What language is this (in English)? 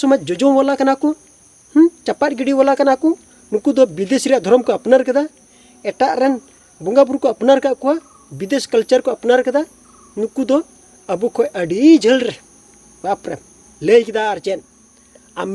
Santali